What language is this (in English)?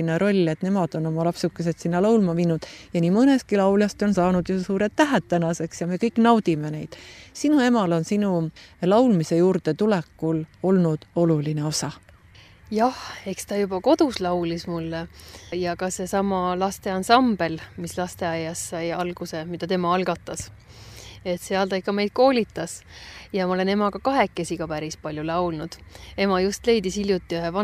Estonian